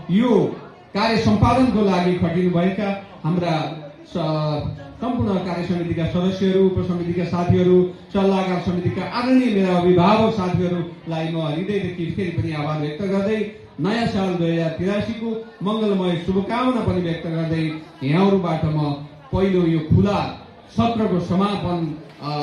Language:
Nepali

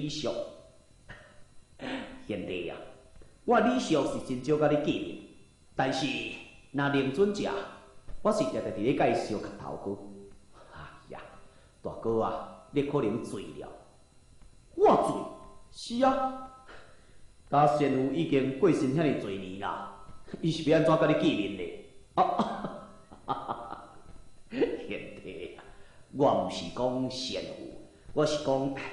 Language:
Min Nan Chinese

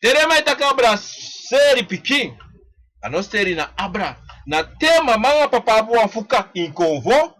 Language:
Sranan Tongo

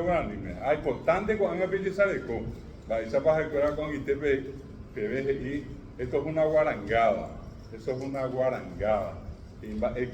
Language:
Guarani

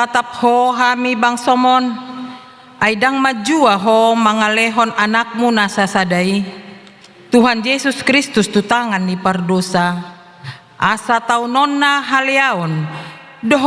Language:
Batak Toba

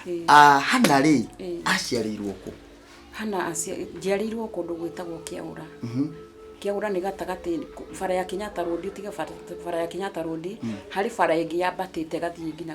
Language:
Kikuyu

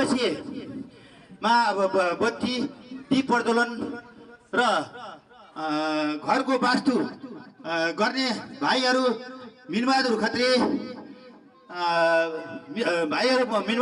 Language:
Nepali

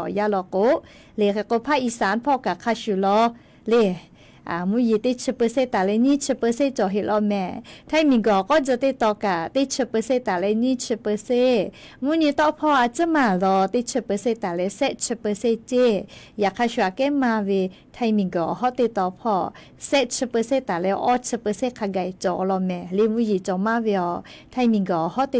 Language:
Lahu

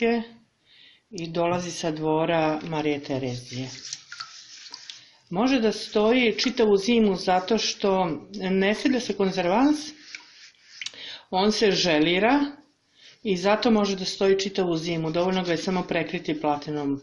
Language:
Serbian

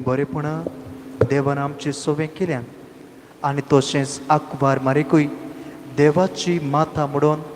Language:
Konkani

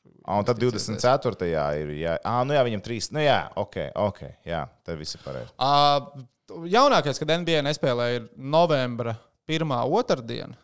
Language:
Latvian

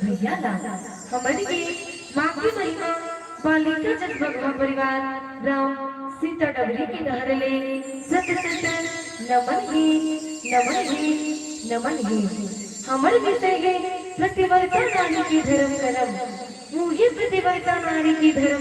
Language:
Chhattisgarhi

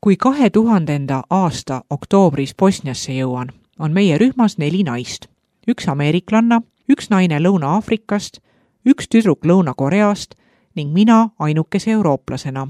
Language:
Estonian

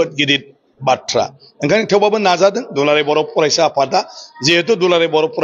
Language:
Bodo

